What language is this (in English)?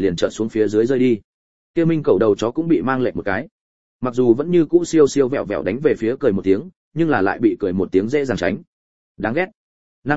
Vietnamese